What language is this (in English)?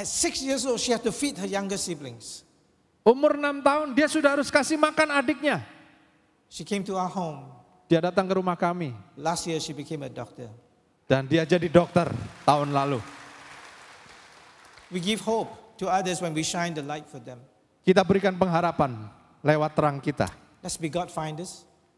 Indonesian